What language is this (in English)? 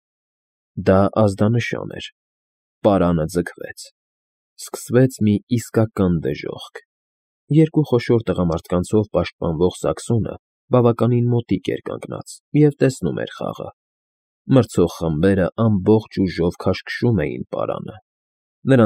Armenian